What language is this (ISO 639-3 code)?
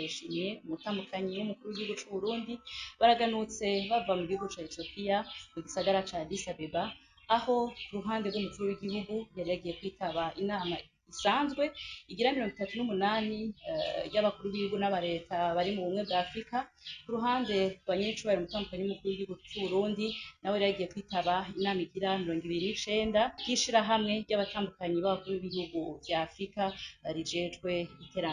run